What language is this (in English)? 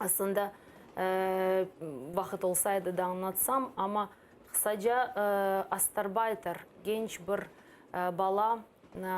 Crimean Tatar